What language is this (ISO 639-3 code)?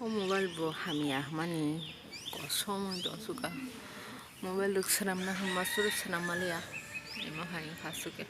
trp